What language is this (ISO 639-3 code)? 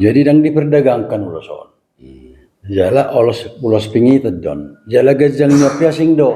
bbc